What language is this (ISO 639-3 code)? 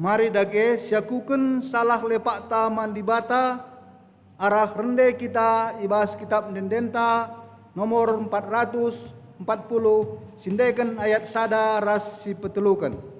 btx